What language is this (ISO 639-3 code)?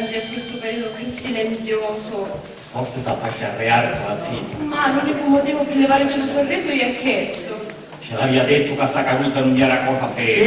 scn